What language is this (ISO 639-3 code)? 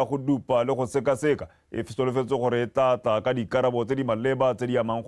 tsn